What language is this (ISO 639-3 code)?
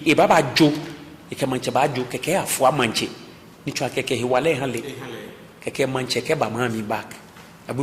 gaa